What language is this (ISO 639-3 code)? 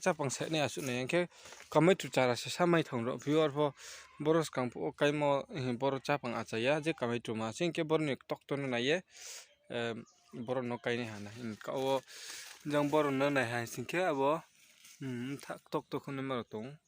ria